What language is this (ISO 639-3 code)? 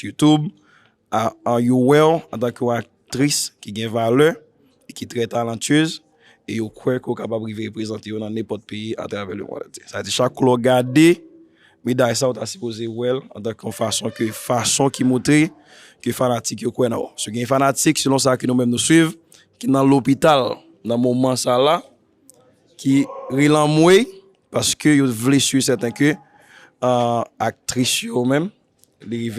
hat